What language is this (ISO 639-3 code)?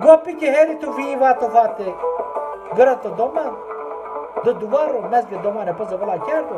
zza